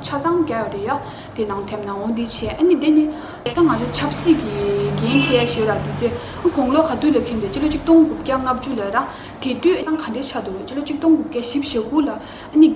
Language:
Tibetan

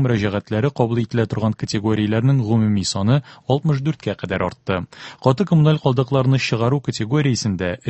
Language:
Tatar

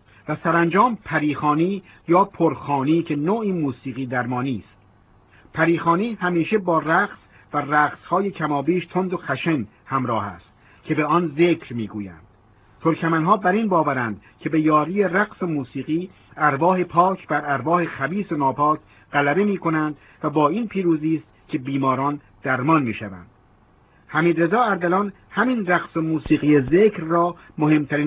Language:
Persian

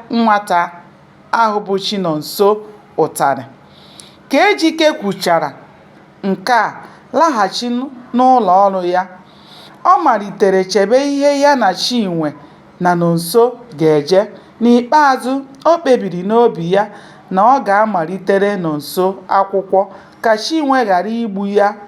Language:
Igbo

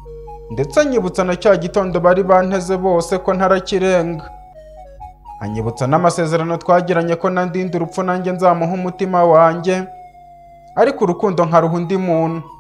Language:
Kinyarwanda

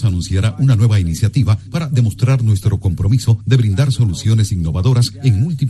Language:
Spanish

